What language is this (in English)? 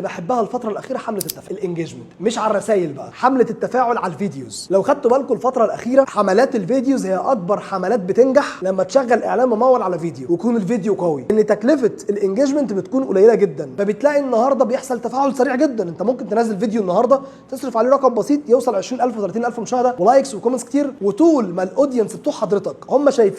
Egyptian Arabic